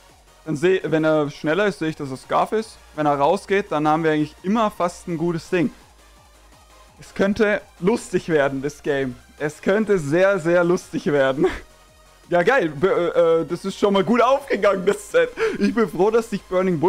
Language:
German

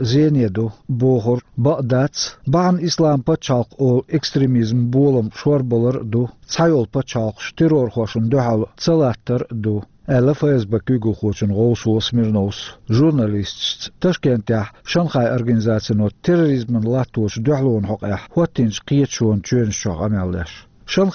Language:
Chechen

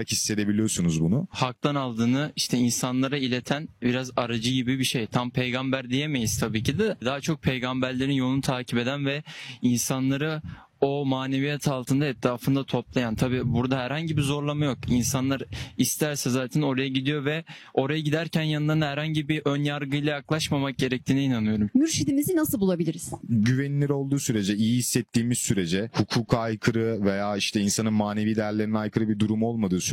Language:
Turkish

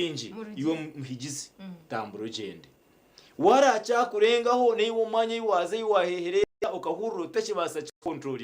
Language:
Nyankole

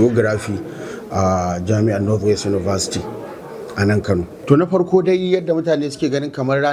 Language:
Hausa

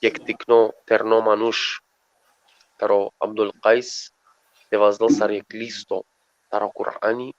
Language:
Balkan Romani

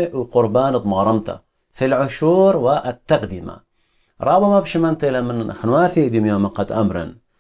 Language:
Assyrian Neo-Aramaic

